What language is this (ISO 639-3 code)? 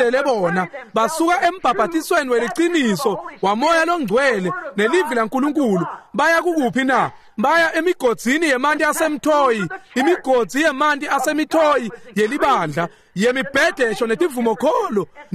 ssw